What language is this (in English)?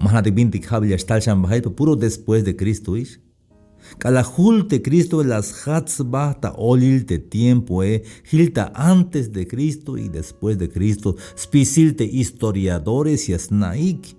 Tzeltal